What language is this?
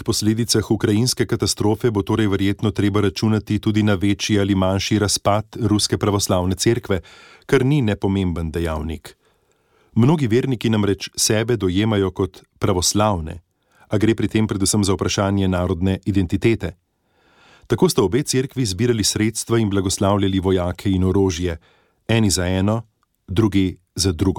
Slovenian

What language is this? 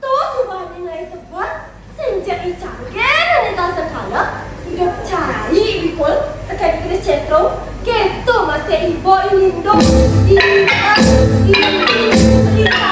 Balinese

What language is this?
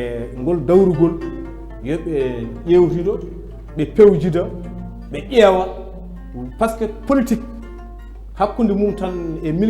Fula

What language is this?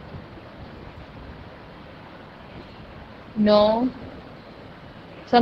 Gujarati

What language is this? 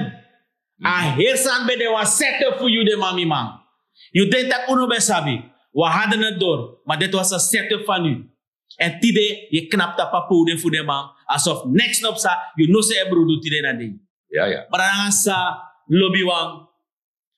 Sranan Tongo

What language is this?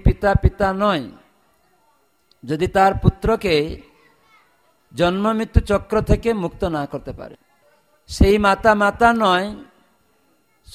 Bangla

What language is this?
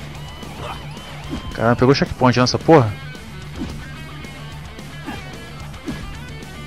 Portuguese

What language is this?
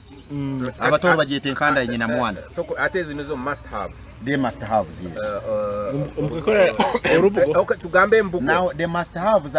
Nyoro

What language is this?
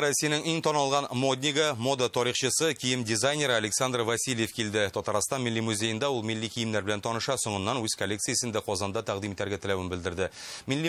Tatar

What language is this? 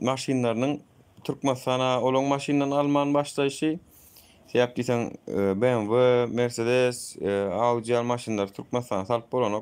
Turkmen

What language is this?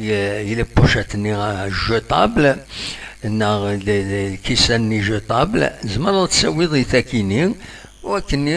Kabyle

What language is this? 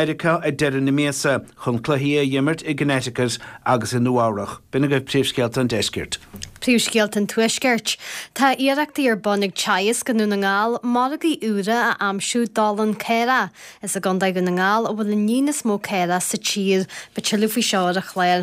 Irish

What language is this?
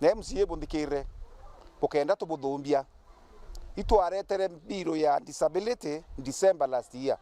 Meru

